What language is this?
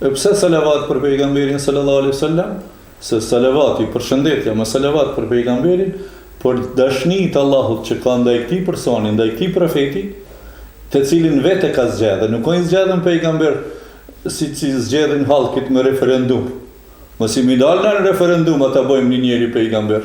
Albanian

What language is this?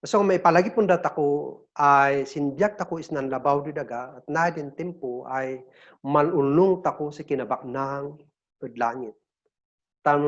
Kankanaey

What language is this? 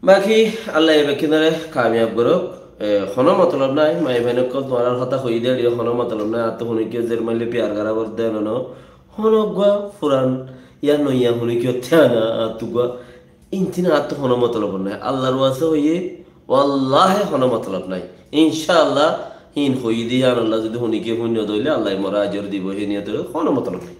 Rohingya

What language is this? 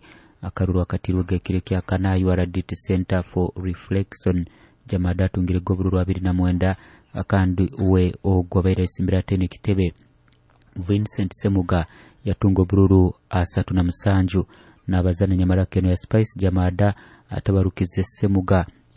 Nyoro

